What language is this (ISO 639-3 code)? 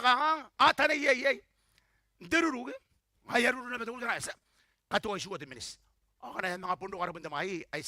gil